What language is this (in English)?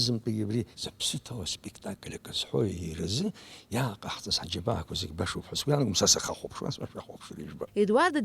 Abkhazian